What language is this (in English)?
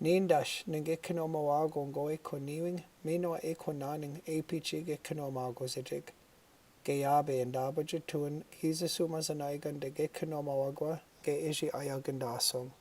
Chippewa